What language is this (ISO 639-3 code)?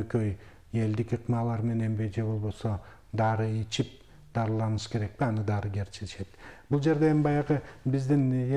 kir